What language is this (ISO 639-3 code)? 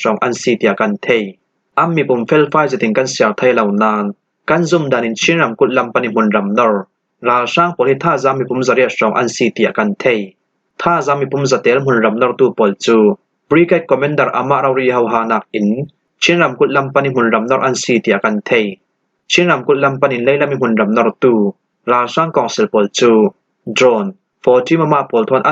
cfm